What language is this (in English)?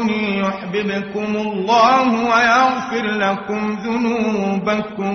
Arabic